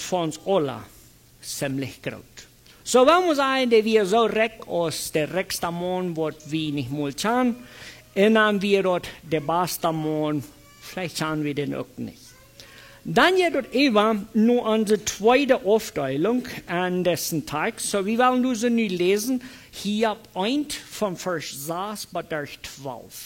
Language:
Plautdietsch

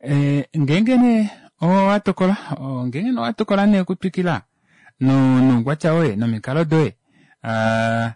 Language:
Kuanyama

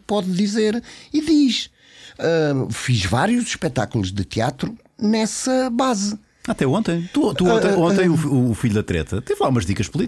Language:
Portuguese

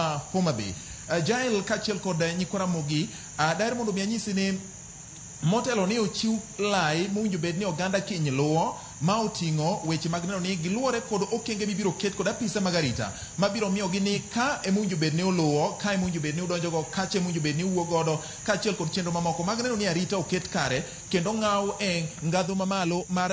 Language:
Luo (Kenya and Tanzania)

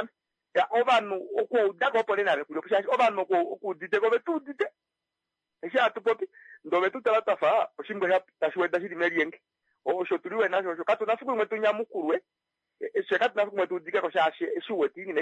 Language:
Kuanyama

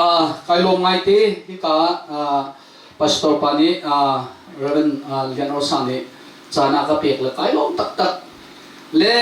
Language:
Hakha Chin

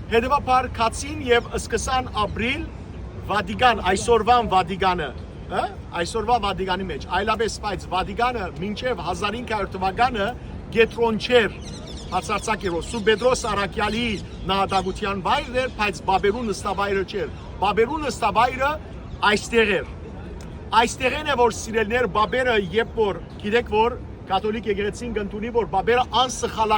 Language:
Western Armenian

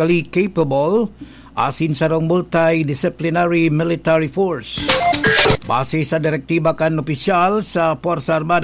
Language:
Bikol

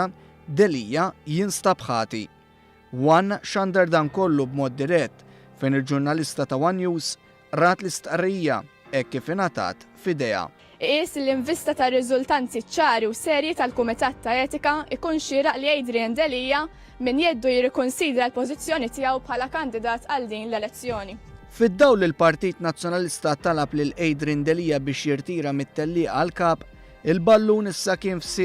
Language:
Maltese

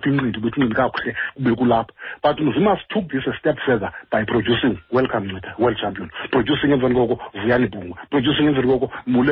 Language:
Xhosa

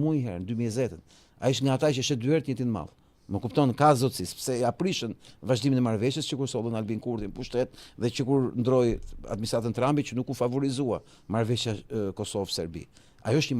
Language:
Albanian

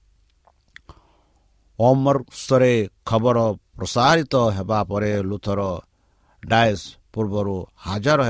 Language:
Odia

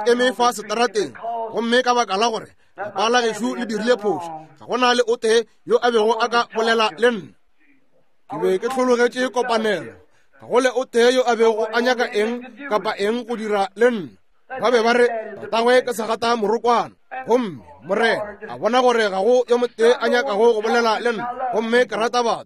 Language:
Northern Sotho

